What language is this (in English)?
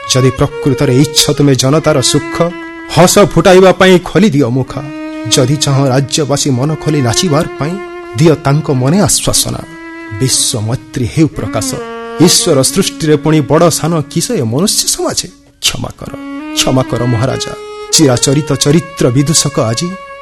Odia